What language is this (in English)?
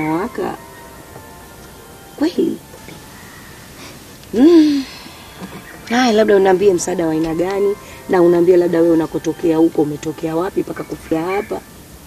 Swahili